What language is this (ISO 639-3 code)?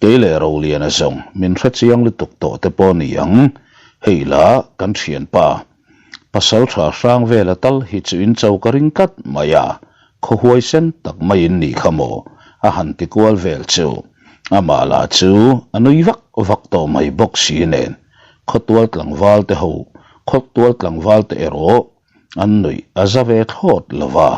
lus